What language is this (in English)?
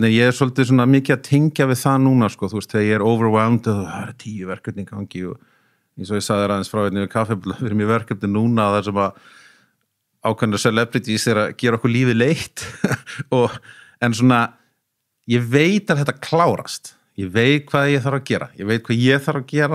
Icelandic